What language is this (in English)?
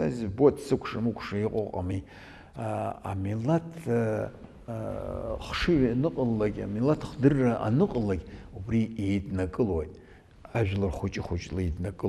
Abkhazian